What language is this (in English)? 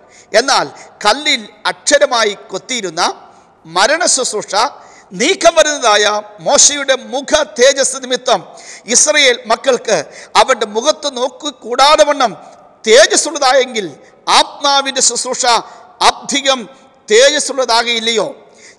Malayalam